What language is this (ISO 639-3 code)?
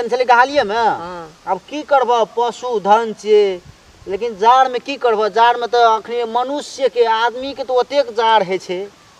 mai